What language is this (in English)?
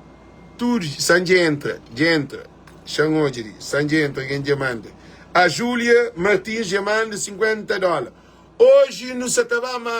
Kabuverdianu